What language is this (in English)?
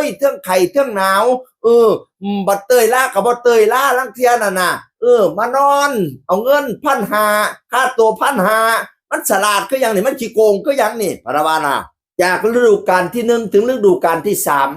Northeastern Thai